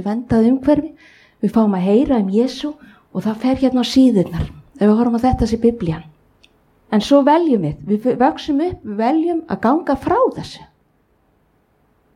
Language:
Icelandic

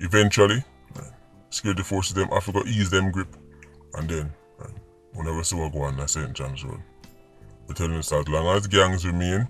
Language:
Jamaican Creole English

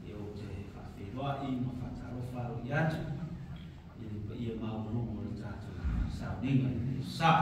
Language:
Samoan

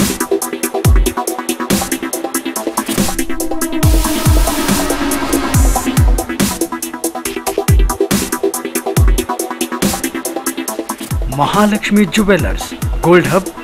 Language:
Kannada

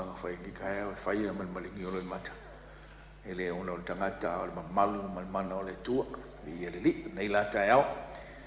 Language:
Samoan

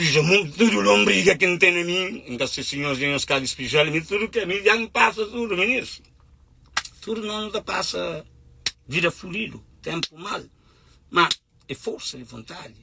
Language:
Kabuverdianu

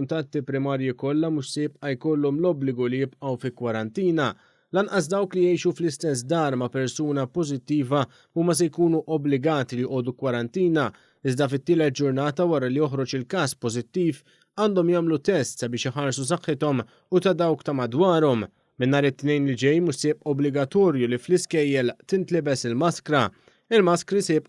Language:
Maltese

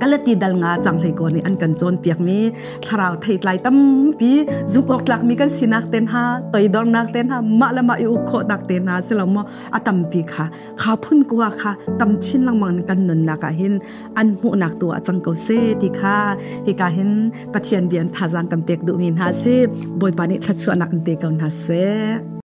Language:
Hakha Chin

